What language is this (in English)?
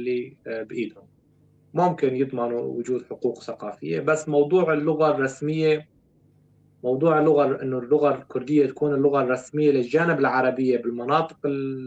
North Levantine Arabic